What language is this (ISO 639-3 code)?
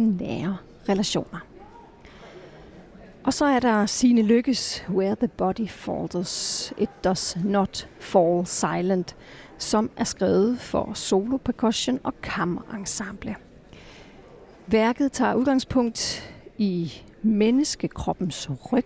dan